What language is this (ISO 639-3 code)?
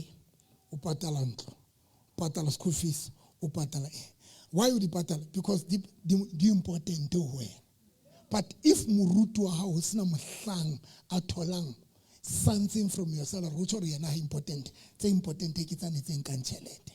sot